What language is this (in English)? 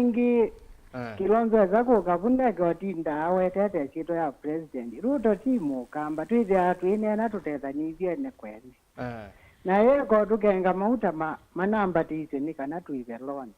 Kamba